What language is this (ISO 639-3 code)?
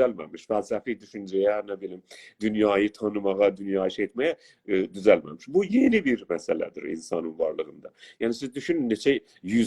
azb